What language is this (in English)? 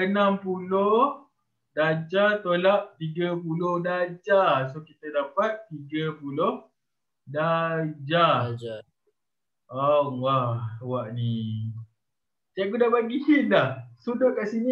Malay